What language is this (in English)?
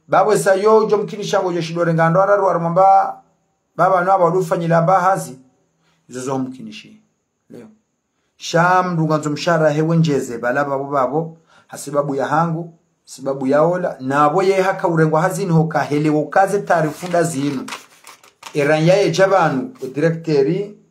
Ngazidja Comorian